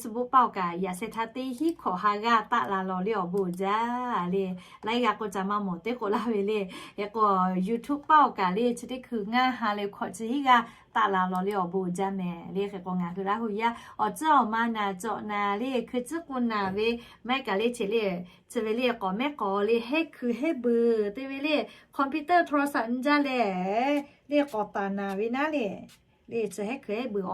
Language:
Lahu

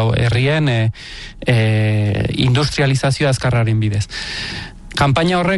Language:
Basque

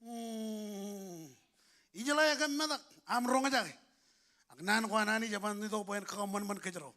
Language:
Marshallese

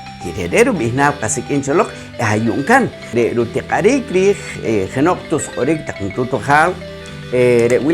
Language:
Poqomchi'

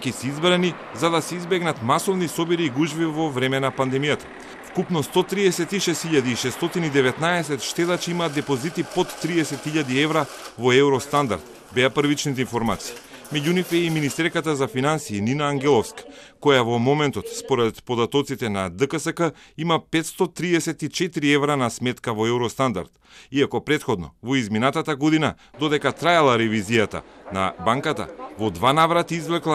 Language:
Macedonian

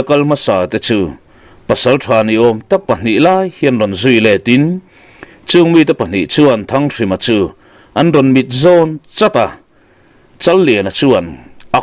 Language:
Mizo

